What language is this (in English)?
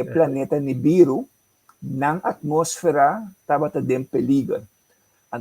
Papiamento